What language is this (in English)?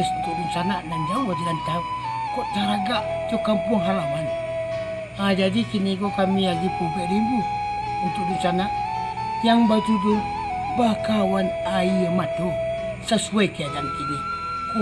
Minangkabau